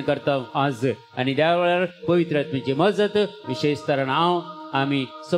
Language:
Konkani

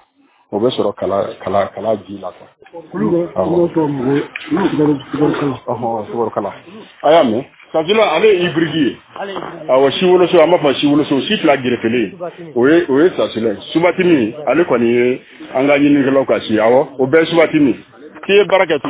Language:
Bambara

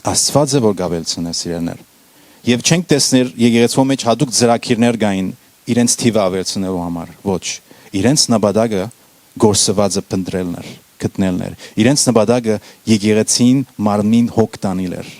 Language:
Western Armenian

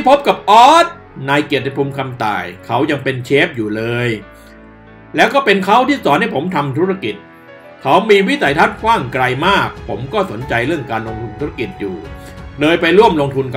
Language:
Thai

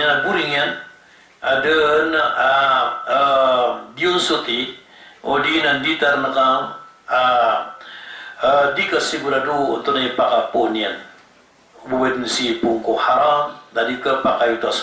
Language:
Maranao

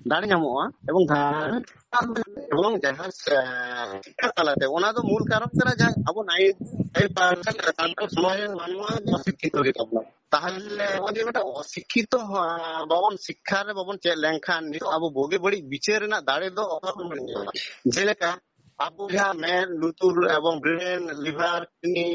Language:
Santali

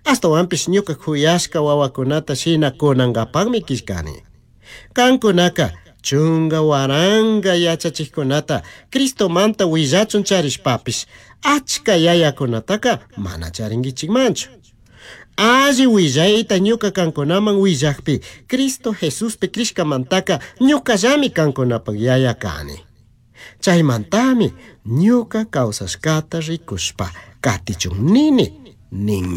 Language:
Chimborazo Highland Quichua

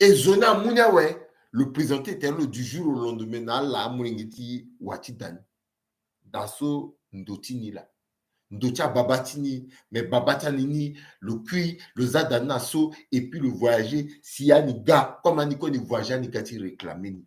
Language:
Sango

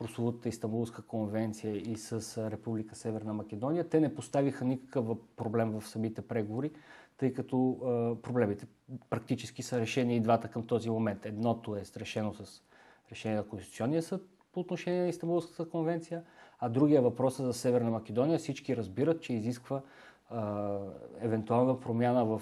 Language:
Bulgarian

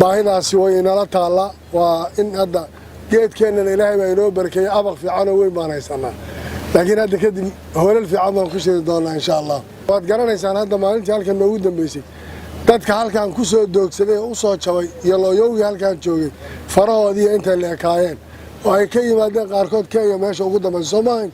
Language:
Somali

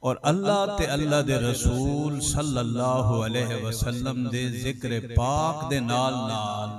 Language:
Saraiki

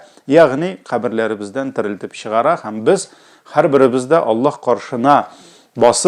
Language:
Tatar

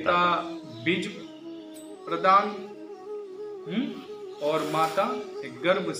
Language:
Hindi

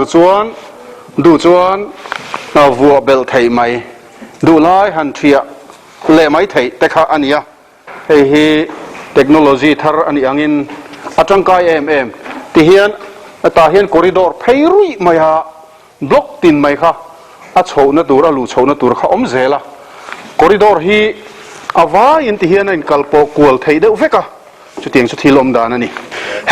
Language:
Mizo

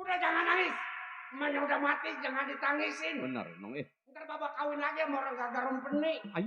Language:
Betawi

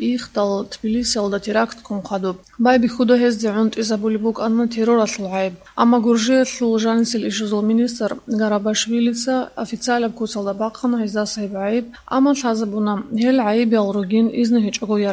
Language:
Avaric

